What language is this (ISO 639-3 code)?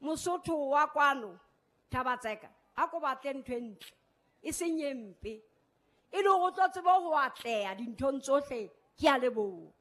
sot